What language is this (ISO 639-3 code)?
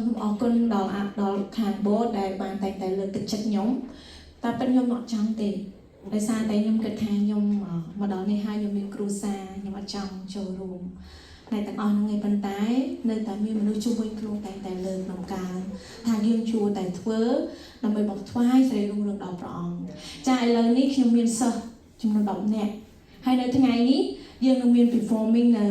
khm